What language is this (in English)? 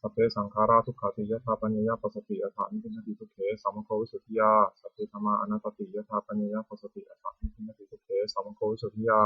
Pali